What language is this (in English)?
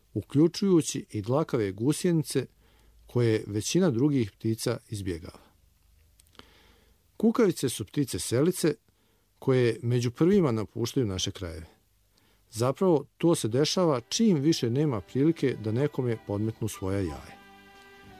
Bosnian